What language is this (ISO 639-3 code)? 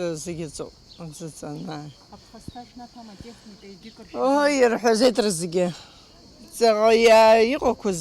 abk